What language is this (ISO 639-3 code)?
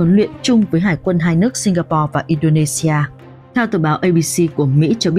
vie